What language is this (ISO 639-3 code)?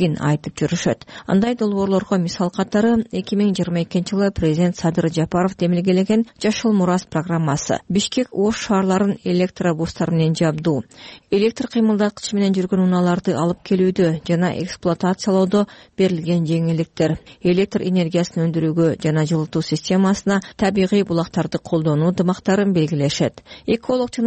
kir